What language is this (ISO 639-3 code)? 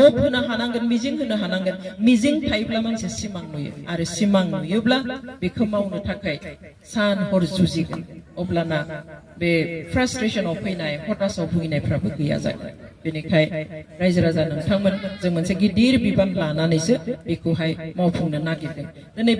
brx